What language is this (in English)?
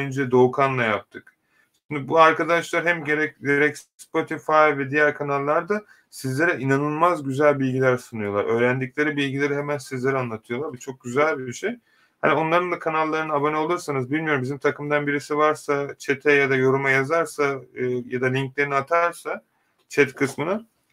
Turkish